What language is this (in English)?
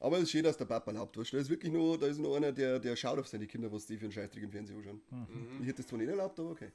Bavarian